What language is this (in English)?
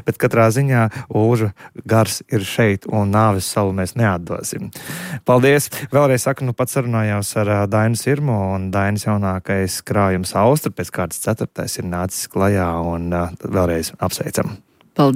Latvian